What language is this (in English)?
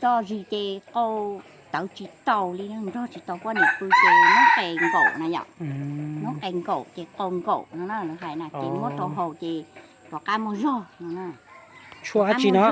Hmong